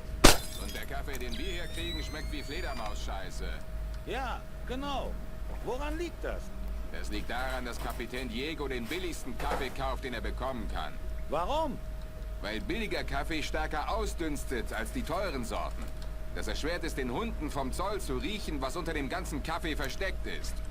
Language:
Bavarian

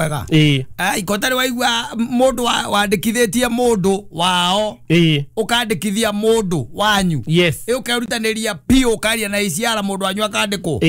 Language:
Kikuyu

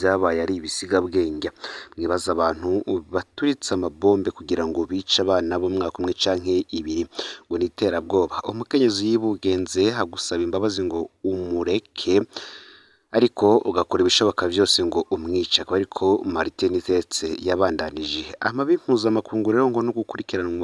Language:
Rundi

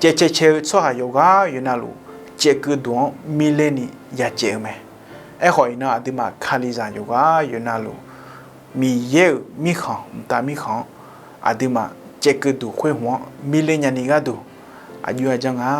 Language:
Akha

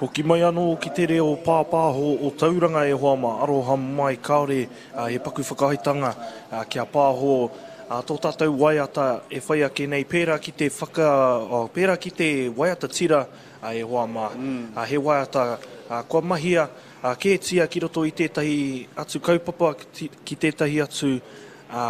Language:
Māori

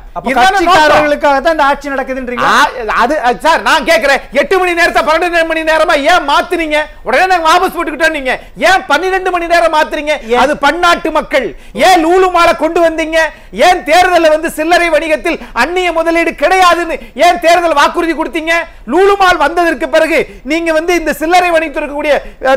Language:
Tamil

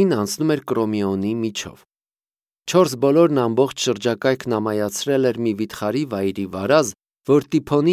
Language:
Armenian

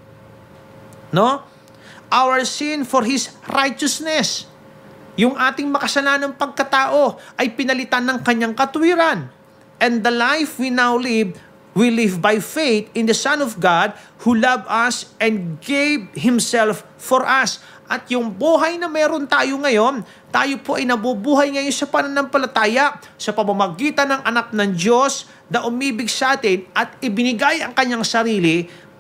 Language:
Filipino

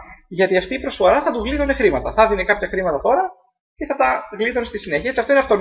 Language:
Greek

